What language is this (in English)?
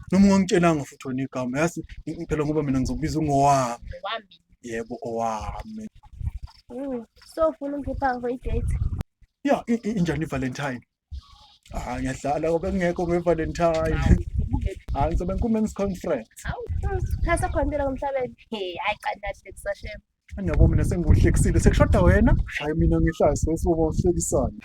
Zulu